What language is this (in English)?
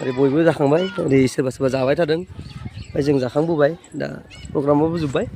Bodo